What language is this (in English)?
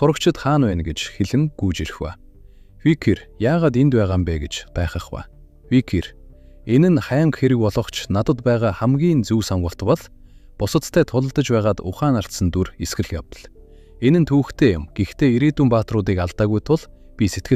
Mongolian